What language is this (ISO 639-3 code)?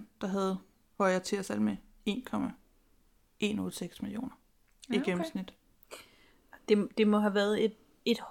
dan